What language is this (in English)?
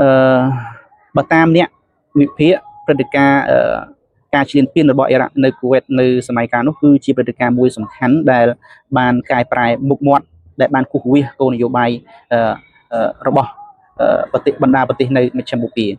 Khmer